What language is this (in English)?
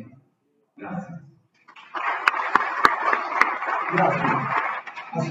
Italian